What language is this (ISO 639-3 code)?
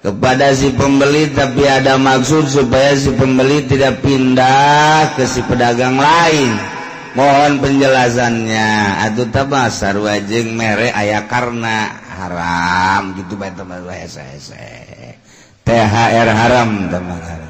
sun